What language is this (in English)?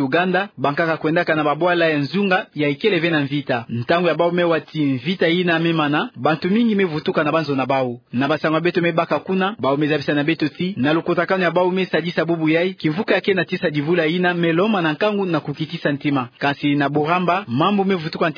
Kituba (Democratic Republic of Congo)